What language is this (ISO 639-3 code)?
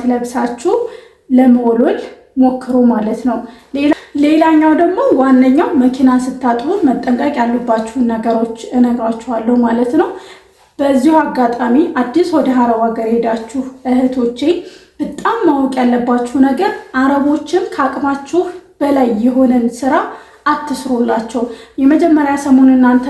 amh